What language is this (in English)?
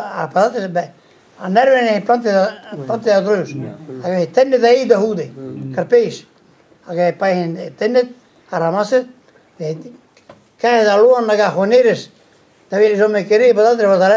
Breton